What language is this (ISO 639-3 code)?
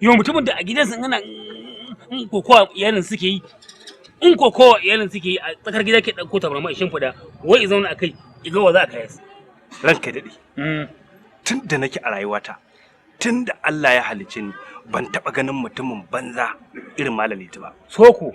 hau